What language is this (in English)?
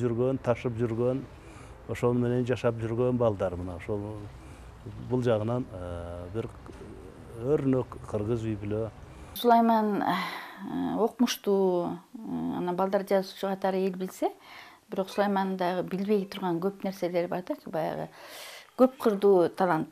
Kyrgyz